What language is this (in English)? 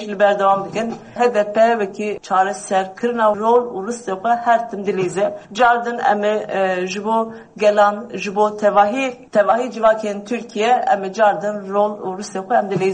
Kurdish